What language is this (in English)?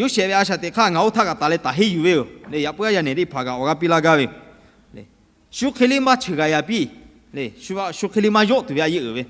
Lahu